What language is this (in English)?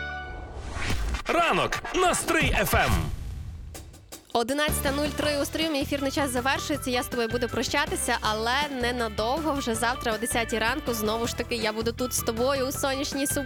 Ukrainian